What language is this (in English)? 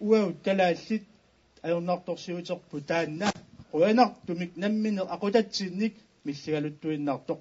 Kalaallisut